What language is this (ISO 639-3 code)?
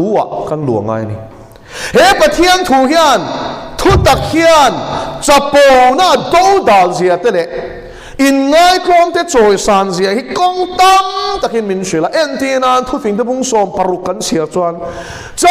lus